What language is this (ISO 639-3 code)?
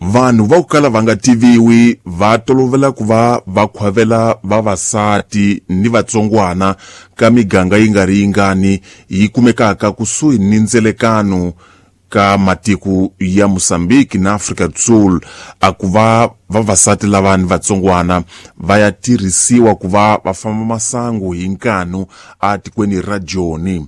tso